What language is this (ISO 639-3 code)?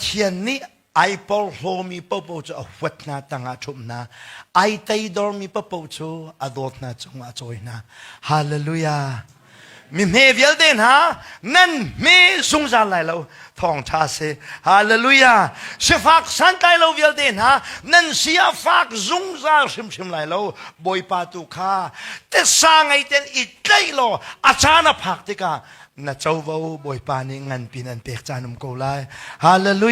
cnh